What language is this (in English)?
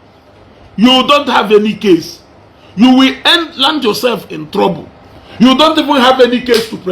Igbo